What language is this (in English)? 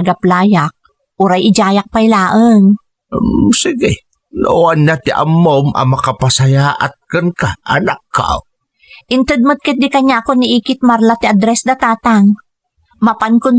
Iloko